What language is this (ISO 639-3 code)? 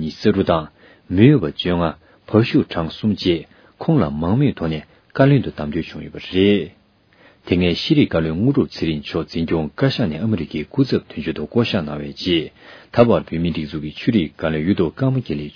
bod